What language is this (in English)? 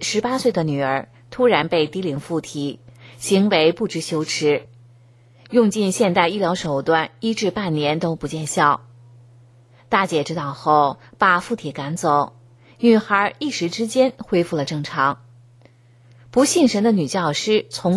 Chinese